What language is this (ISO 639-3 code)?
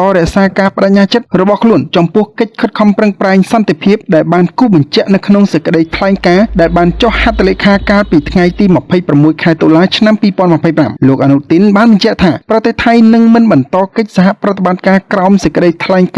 khm